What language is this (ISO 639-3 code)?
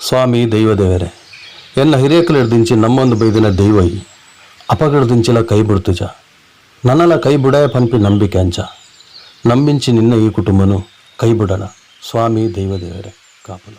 tcy